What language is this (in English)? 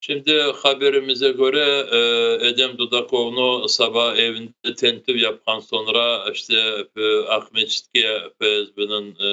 Crimean Tatar